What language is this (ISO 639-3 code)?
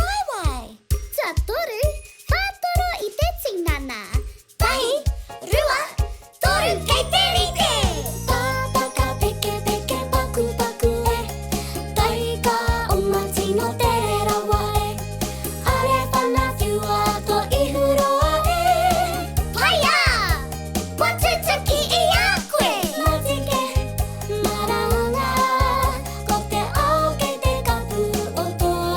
mri